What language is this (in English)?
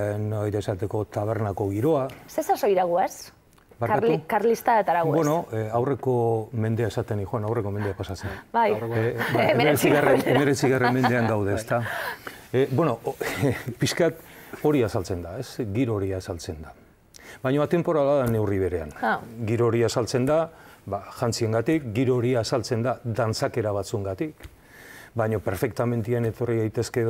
Basque